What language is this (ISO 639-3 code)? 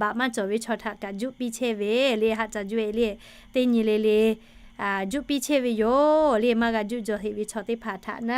lhu